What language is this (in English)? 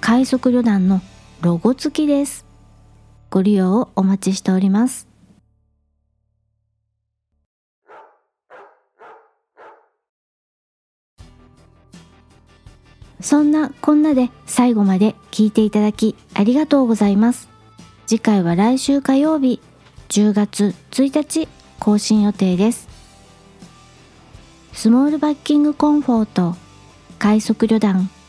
Japanese